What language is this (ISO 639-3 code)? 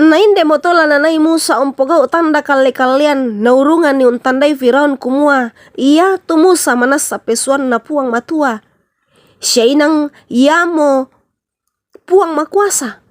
sda